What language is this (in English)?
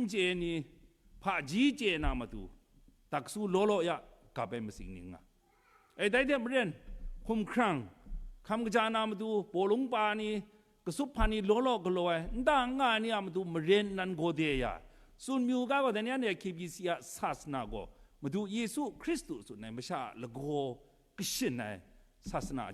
Kachin